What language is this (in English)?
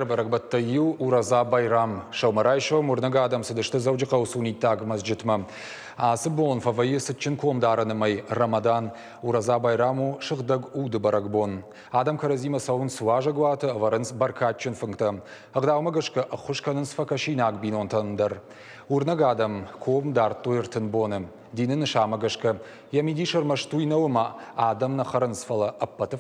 Ossetic